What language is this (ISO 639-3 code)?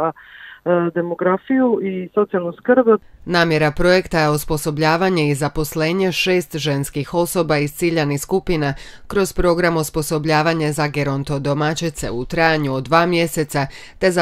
hrv